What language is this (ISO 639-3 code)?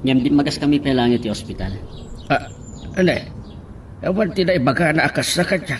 ilo